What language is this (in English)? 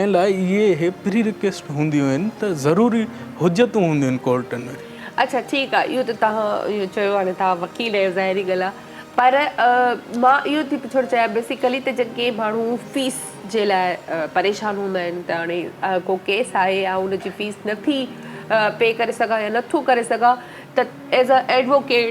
Sindhi